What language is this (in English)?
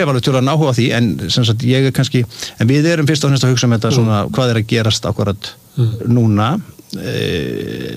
Icelandic